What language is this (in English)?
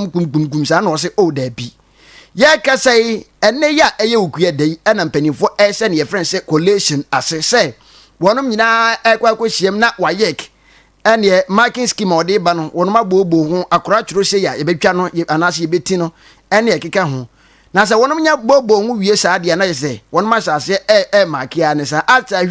Akan